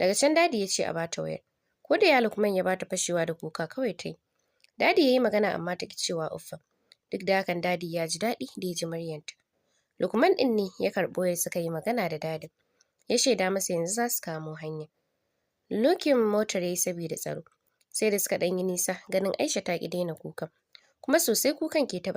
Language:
Hausa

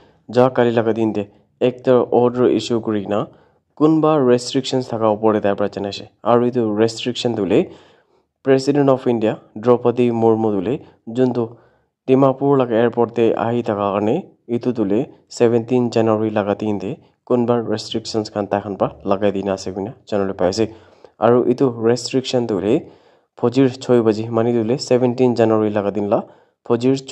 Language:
Naga Pidgin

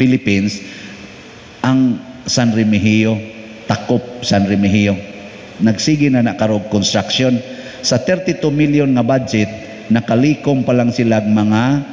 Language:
Cebuano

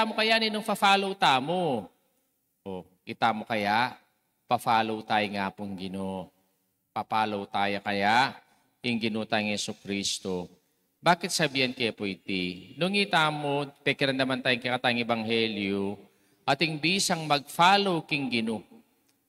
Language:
Pampanga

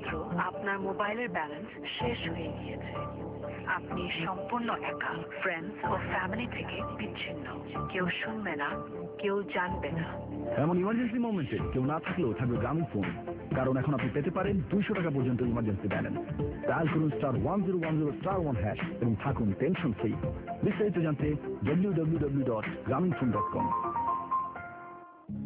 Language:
Bangla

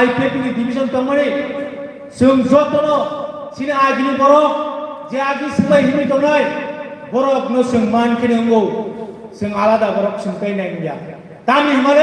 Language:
Kok Borok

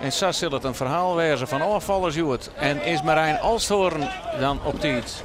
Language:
Western Frisian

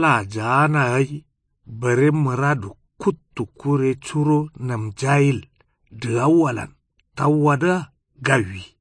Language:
Kanuri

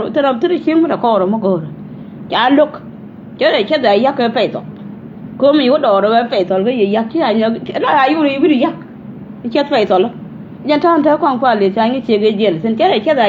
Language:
Nuer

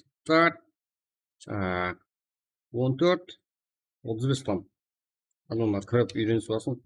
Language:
Kara-Kalpak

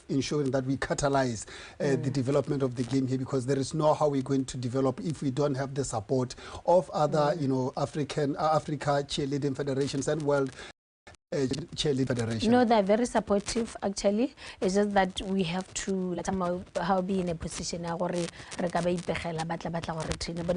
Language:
Tswana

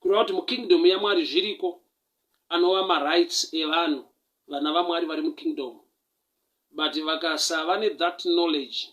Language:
Shona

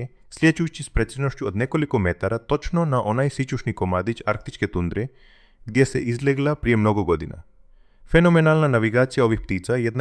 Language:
Croatian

